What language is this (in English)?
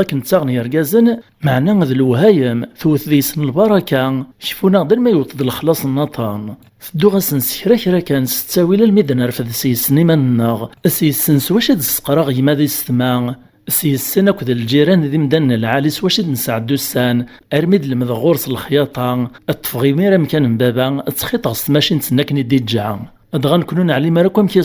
Kabyle